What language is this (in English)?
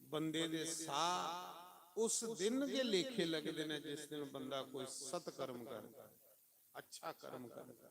Dogri